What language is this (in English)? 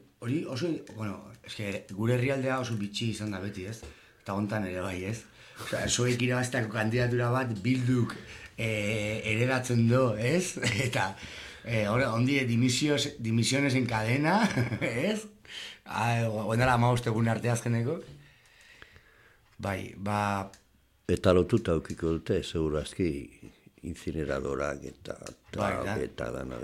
Basque